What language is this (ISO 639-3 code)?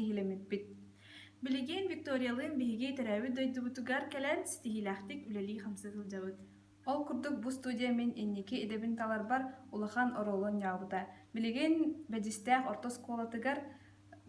sah